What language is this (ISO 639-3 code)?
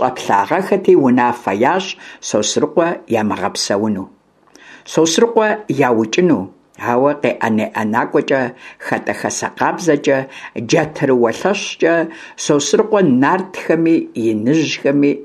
kbd